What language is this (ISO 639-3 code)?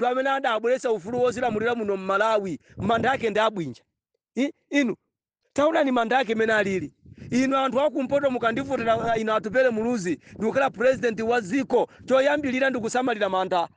nya